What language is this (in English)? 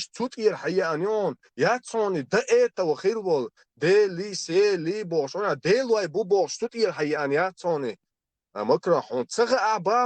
Chechen